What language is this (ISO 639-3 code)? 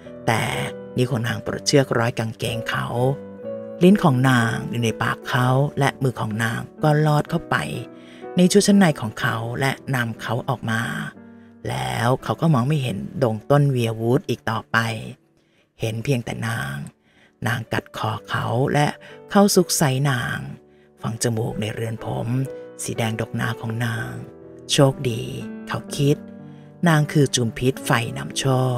tha